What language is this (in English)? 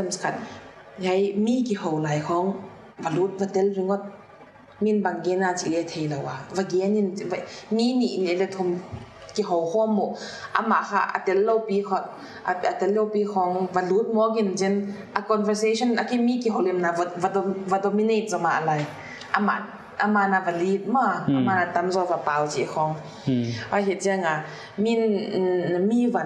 Paite Chin